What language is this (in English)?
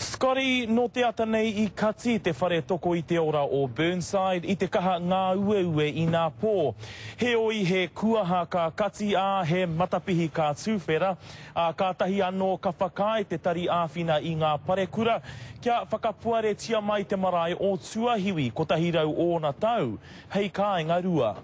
Māori